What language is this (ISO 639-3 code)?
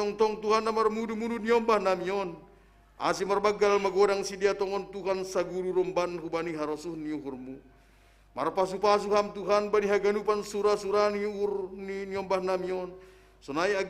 bts